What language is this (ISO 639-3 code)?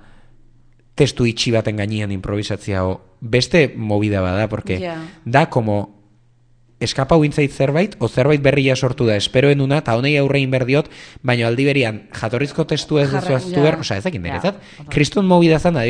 eus